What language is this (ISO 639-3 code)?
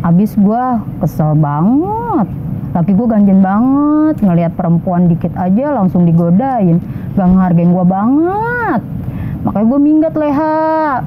bew